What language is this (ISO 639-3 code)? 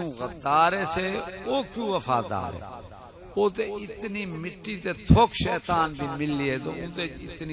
skr